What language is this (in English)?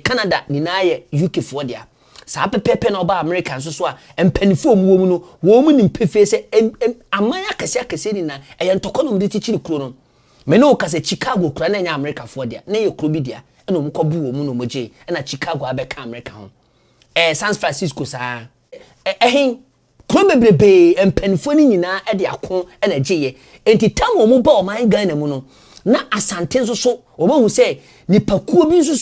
Akan